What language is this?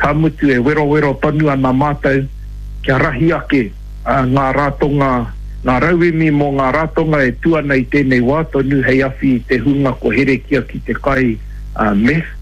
Māori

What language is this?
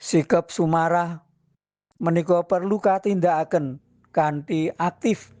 Javanese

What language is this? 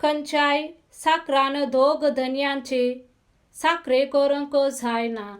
Konkani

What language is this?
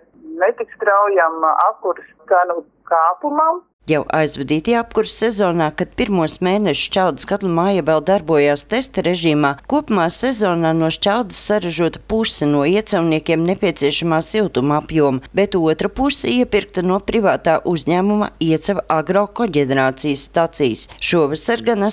Latvian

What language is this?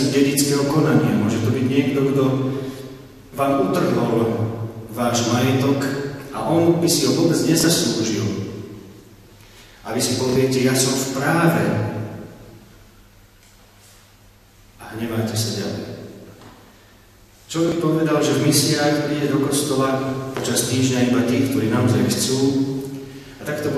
Slovak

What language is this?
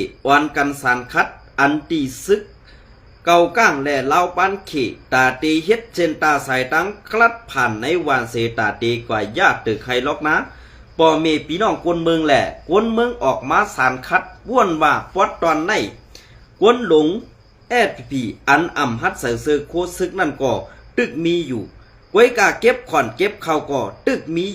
Shan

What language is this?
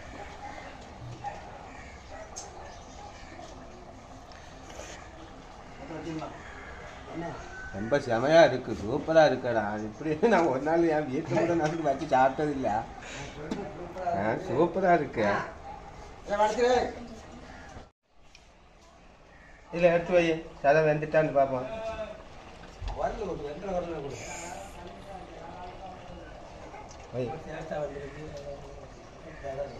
Tamil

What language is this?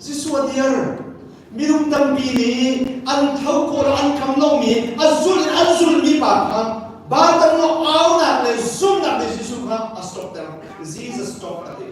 Hakha Chin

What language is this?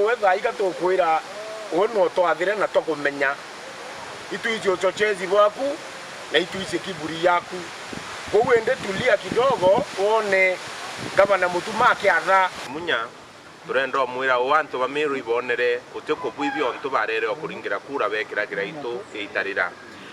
Meru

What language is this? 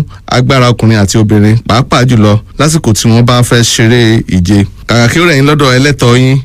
Yoruba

